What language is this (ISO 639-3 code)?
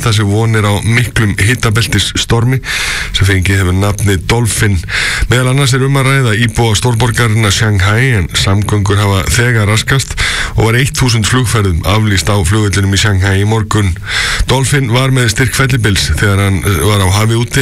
isl